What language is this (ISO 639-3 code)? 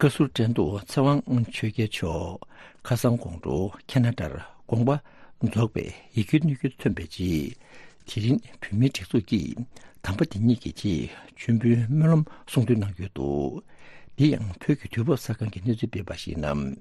bod